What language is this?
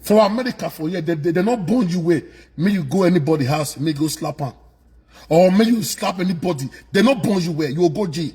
Nigerian Pidgin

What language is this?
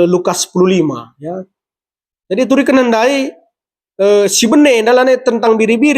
Batak Karo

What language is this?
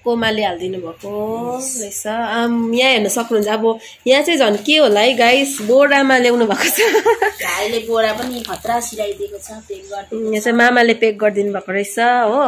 Nepali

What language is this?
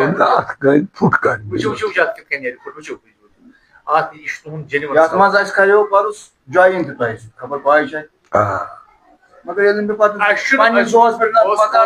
Kashmiri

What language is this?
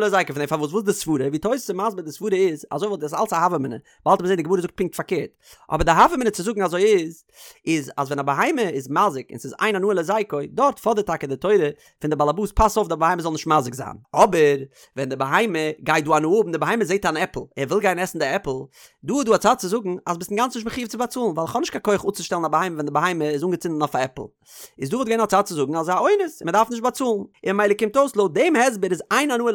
Yiddish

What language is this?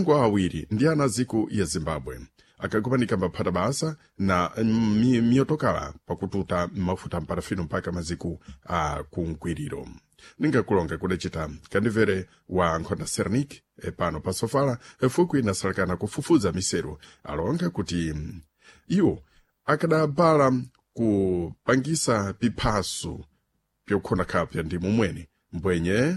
Sena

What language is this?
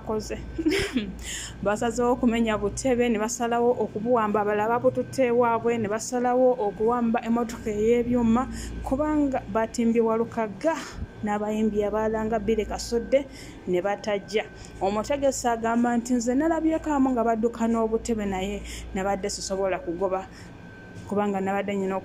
Ganda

